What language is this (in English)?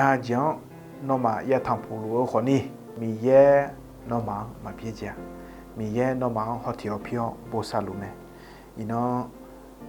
Akha